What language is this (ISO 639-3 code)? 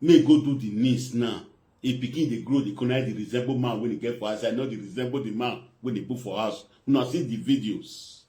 pcm